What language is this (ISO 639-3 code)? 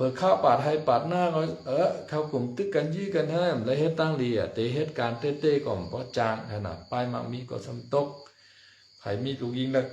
shn